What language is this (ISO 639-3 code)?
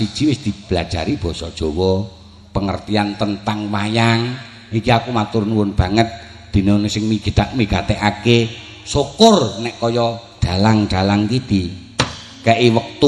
jav